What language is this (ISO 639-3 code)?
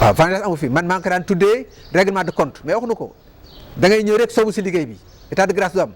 wol